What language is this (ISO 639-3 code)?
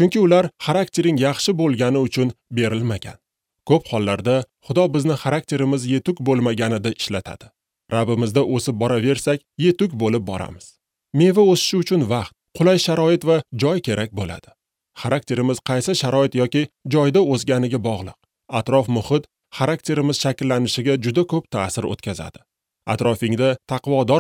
uzb